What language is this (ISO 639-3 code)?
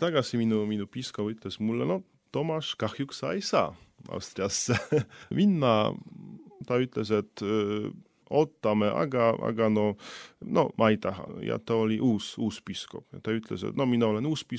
est